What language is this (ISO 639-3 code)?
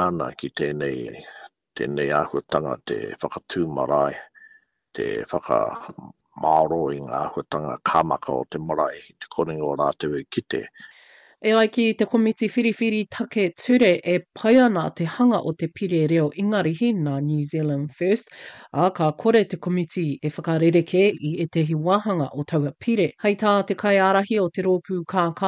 mri